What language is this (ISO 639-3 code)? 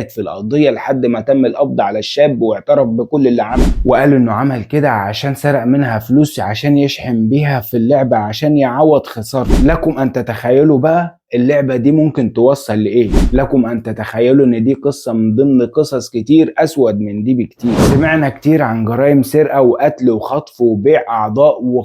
arz